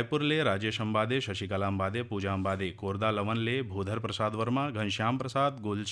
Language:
Chhattisgarhi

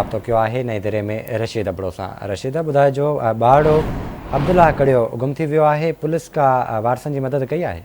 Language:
Sindhi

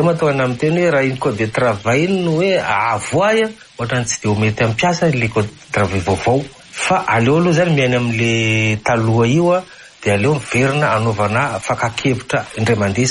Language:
Malagasy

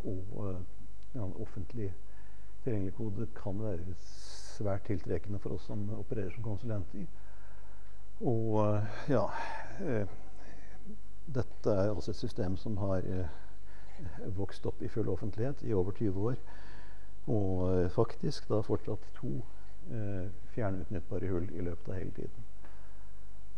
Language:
Norwegian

